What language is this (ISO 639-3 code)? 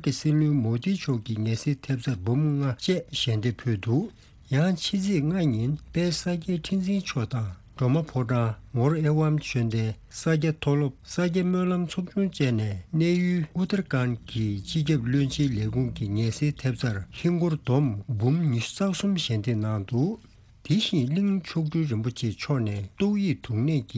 bod